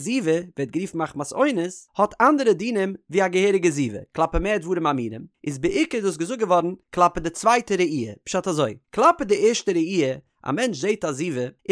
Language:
Yiddish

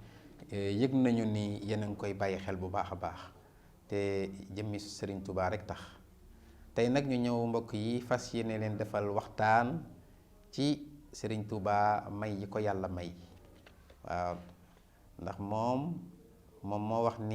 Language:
Wolof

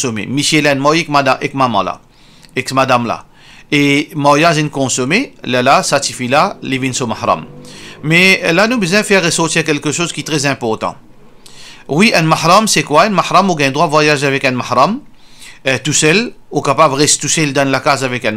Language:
Morisyen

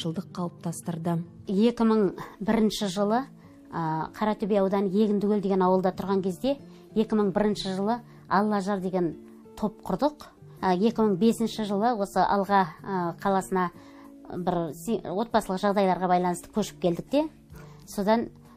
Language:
Kazakh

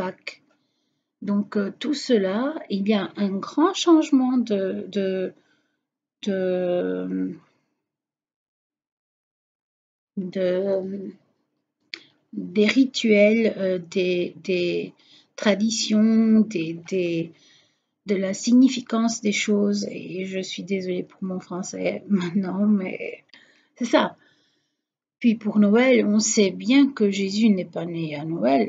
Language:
French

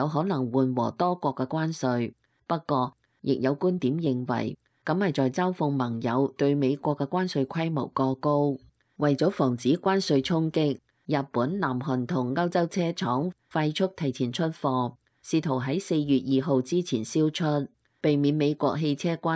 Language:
Cantonese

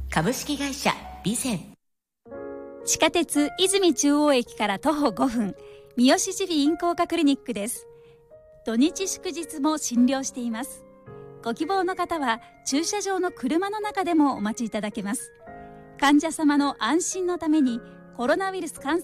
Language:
Japanese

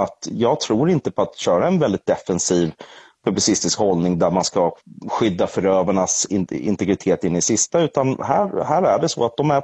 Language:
Swedish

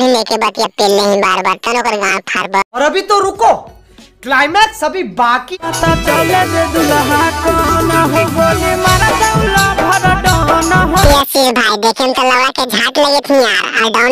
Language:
Magahi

